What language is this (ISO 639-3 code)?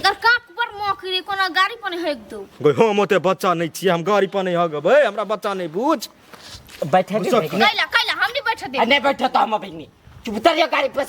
mai